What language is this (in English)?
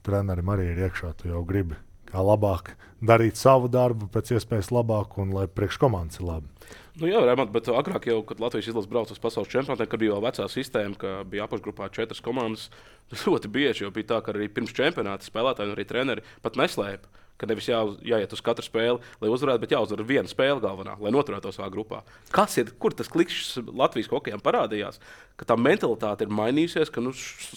Latvian